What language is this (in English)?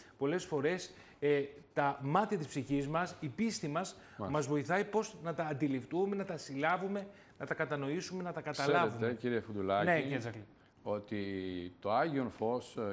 Greek